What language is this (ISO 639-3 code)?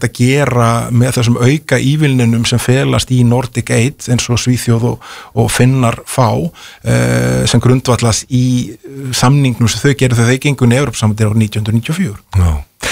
isl